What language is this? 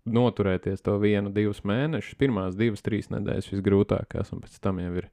Latvian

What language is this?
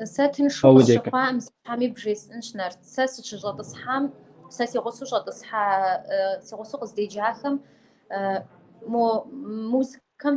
Kabardian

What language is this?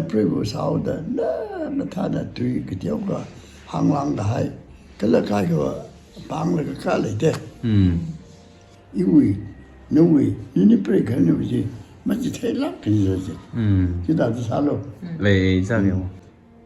Tangkhul Naga (India)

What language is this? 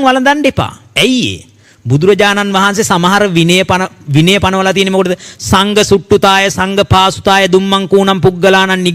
Sinhala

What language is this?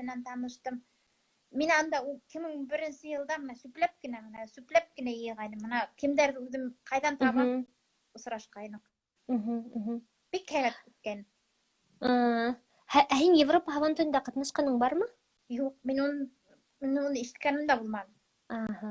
Bashkir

